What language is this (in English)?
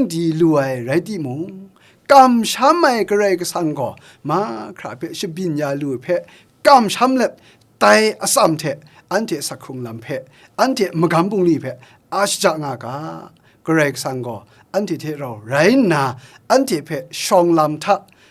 Kachin